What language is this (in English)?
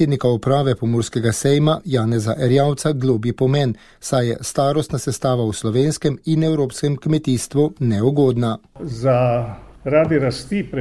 Slovenian